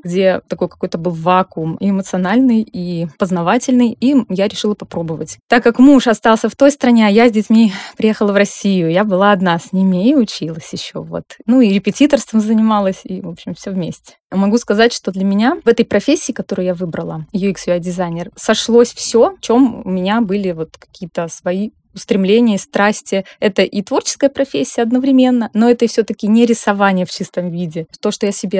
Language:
Russian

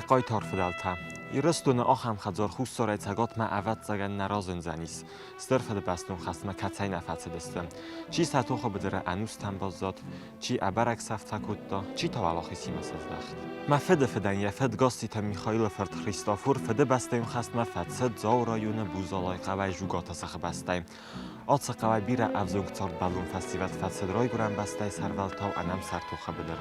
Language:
Ossetic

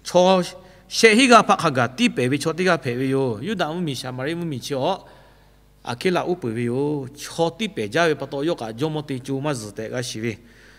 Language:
Lahu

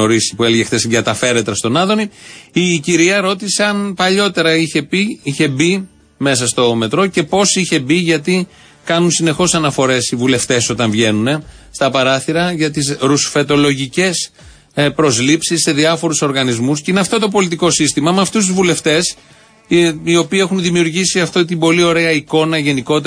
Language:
Greek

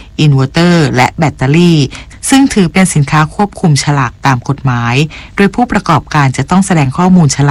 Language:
Thai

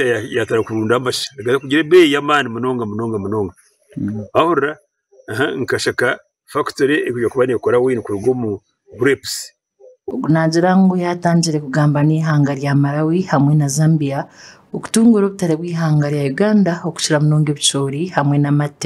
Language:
Nyankole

